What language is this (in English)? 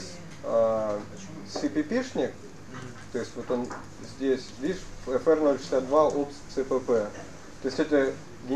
Russian